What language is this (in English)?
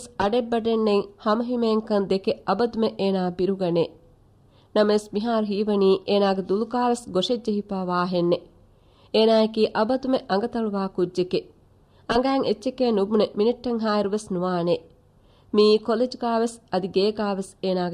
Divehi